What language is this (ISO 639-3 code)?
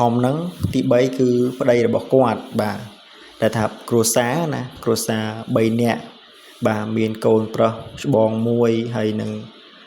khm